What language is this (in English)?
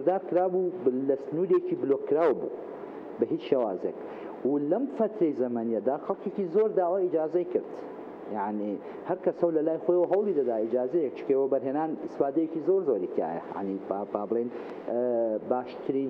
Central Kurdish